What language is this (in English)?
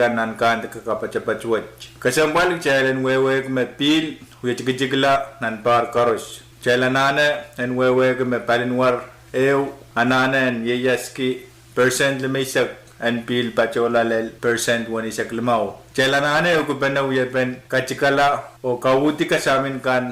Pohnpeian